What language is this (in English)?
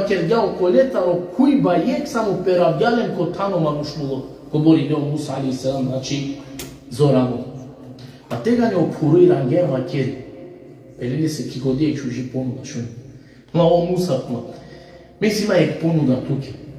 Balkan Romani